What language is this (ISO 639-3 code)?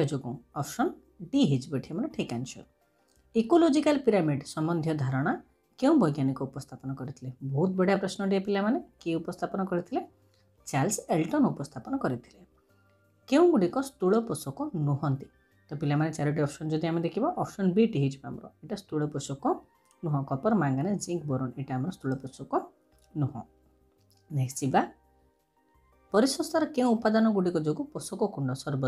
ori